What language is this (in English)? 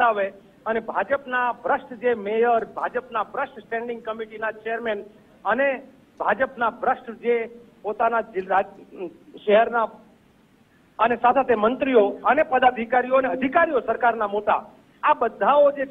Gujarati